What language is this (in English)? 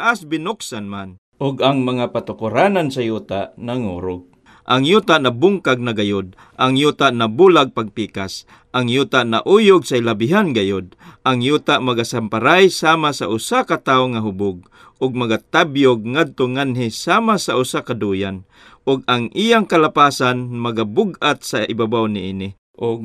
Cebuano